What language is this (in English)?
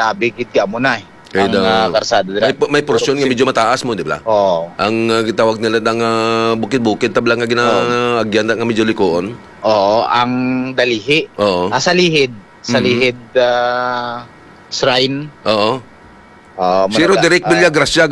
Hiligaynon